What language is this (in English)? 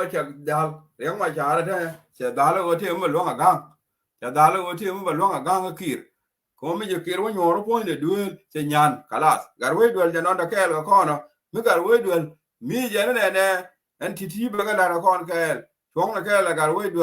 Nuer